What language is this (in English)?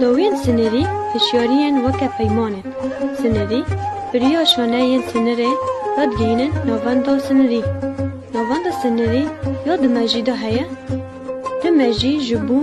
Kurdish